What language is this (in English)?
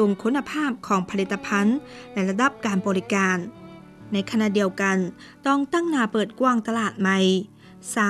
Lao